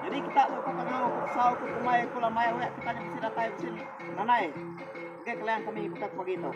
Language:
Iban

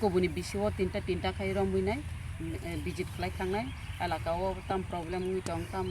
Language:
Kok Borok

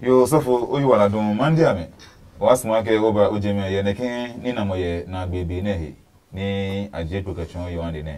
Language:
Adangme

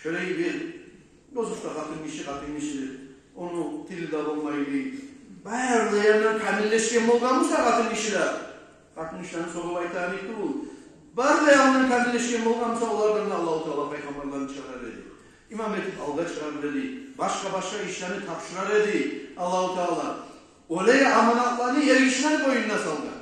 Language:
Kumyk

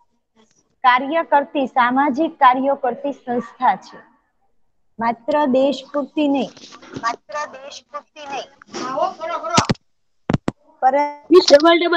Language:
Gujarati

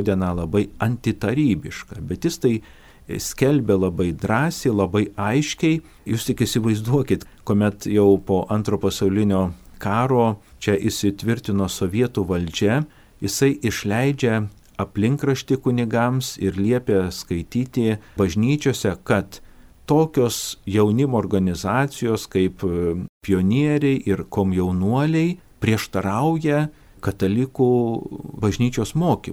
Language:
Lithuanian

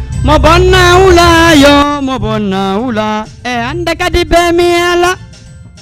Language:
Fula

